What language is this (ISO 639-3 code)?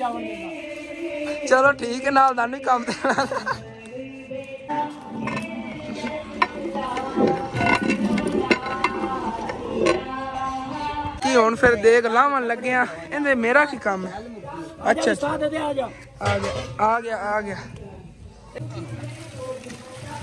pan